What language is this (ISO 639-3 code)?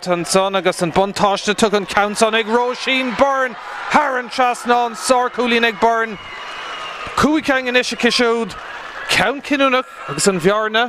gle